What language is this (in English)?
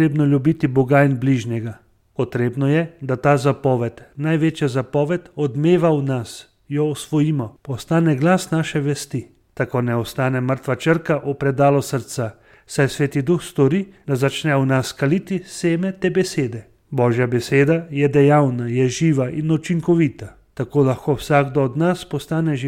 Slovenian